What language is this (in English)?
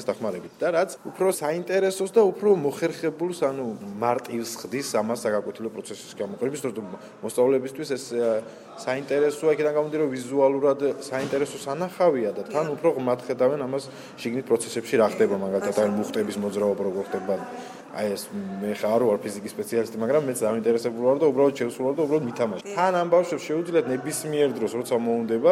Georgian